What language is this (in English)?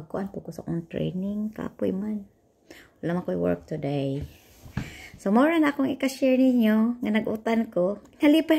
Cebuano